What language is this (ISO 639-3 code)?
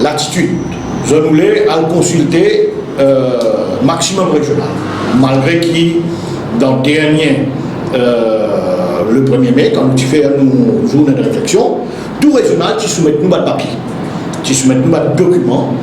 mfe